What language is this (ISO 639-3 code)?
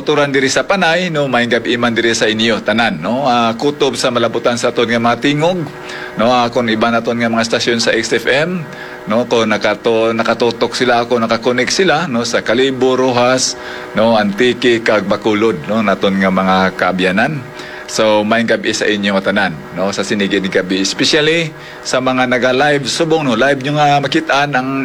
hil